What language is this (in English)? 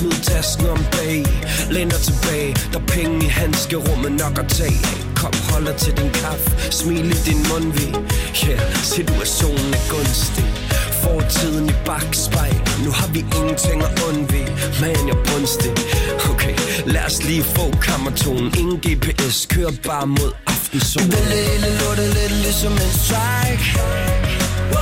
Danish